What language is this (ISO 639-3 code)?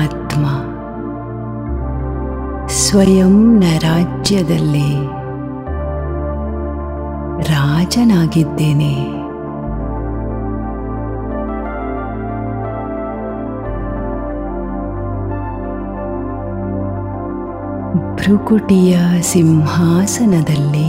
kan